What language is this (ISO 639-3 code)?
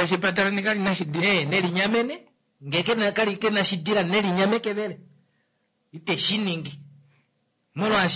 kua